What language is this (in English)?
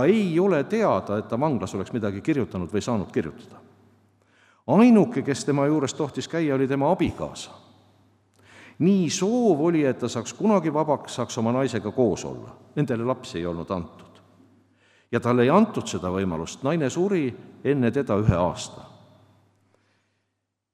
Estonian